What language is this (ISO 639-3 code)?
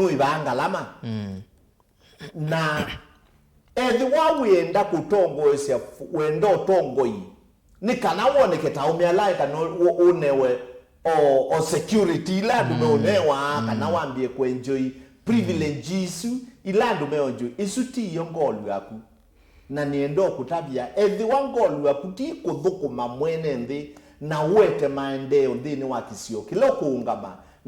kam